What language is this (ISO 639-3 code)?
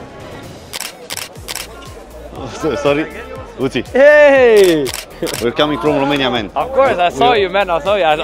ron